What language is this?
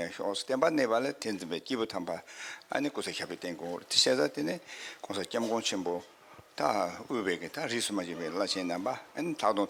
Tibetan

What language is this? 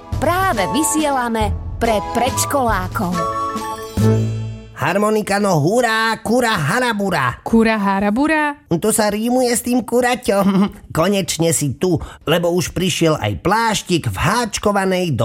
Slovak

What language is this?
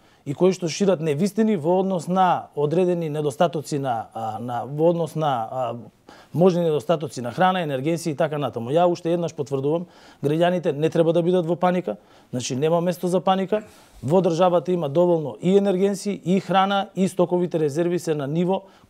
Macedonian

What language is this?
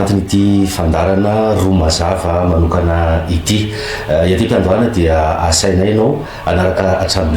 Malagasy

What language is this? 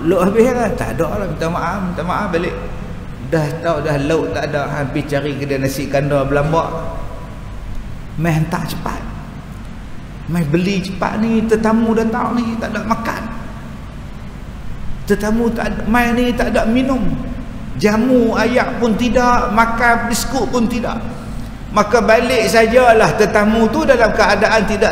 Malay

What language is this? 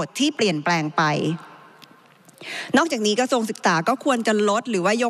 Thai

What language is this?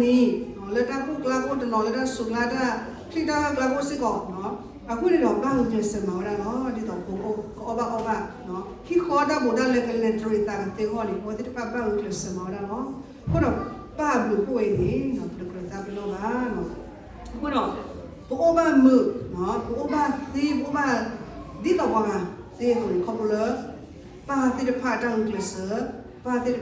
S'gaw Karen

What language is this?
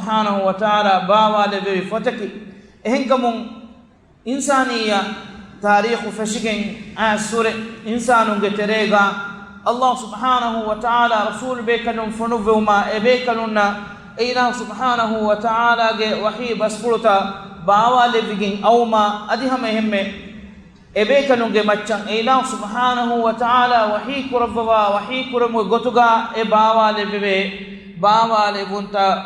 Divehi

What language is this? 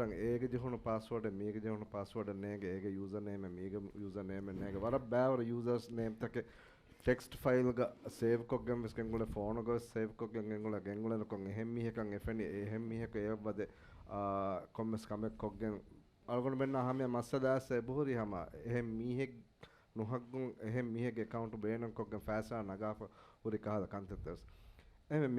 Divehi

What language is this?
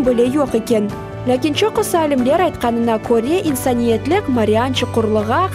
Crimean Tatar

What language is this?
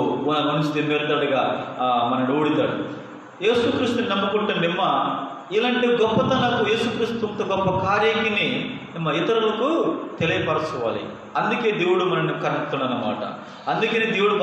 Koya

